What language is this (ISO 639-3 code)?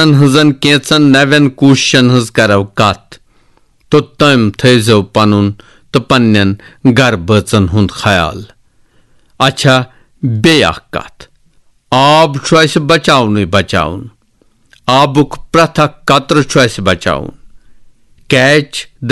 kas